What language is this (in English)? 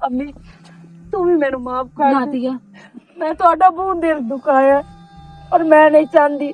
Western Panjabi